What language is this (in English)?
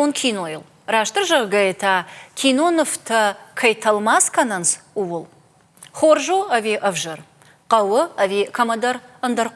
Ossetic